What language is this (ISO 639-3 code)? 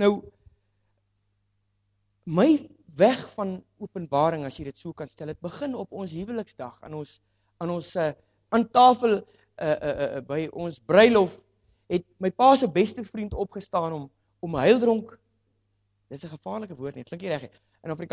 afr